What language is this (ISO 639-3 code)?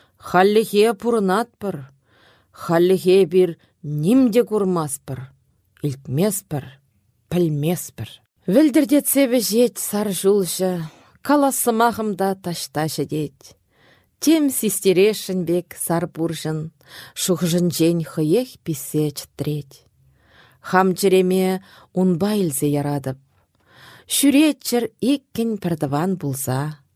chv